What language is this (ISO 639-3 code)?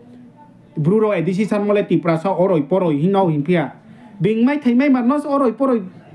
ria